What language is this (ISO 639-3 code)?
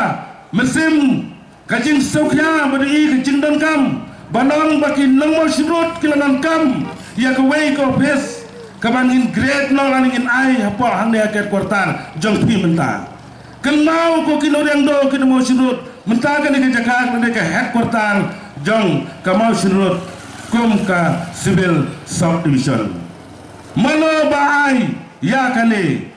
kha